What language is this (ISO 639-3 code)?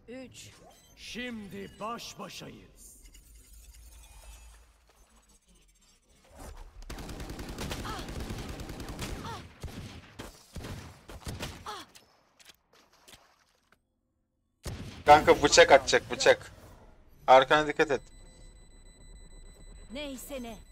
tur